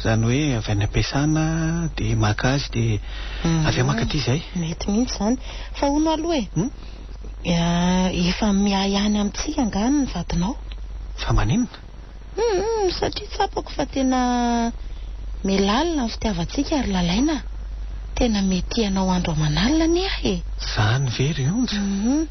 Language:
Malagasy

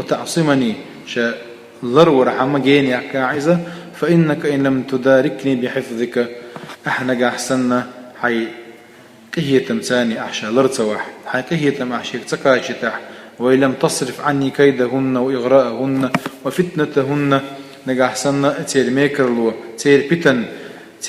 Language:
Chechen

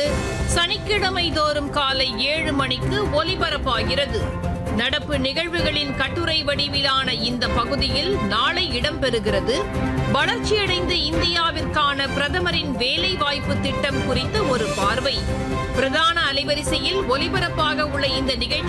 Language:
Tamil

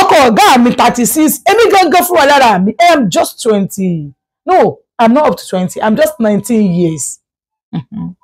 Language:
Yoruba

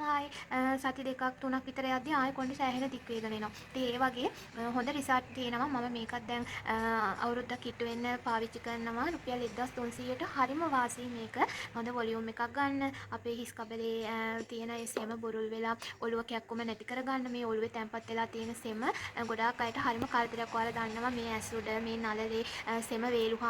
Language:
Sinhala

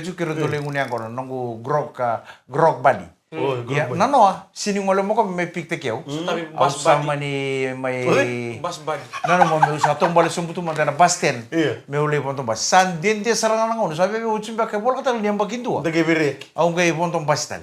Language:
Fijian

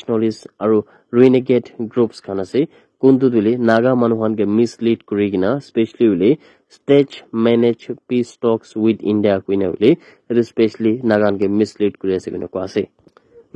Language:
Naga Pidgin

